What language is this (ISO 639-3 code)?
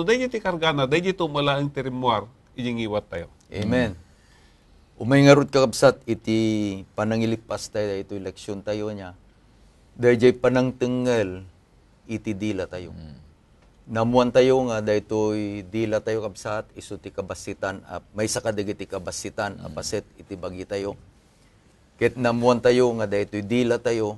ilo